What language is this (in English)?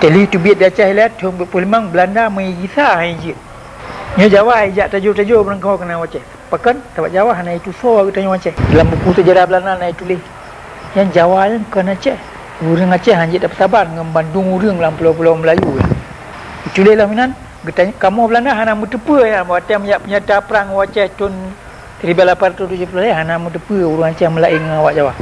Achinese